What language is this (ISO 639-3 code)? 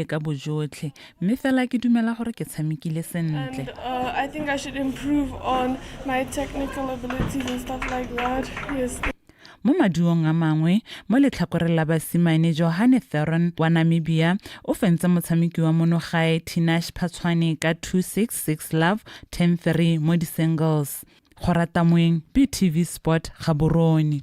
tsn